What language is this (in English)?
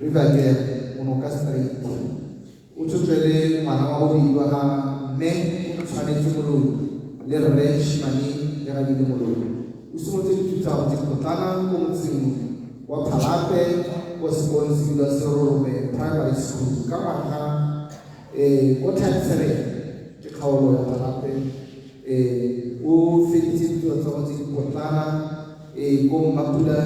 Tswana